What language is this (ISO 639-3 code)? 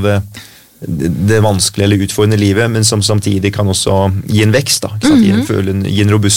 nor